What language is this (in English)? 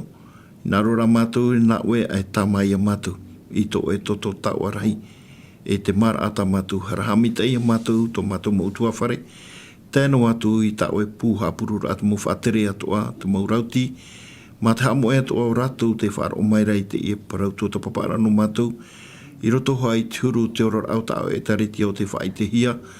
Tahitian